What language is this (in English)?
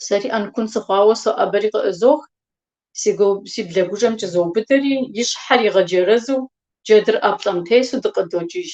Kabardian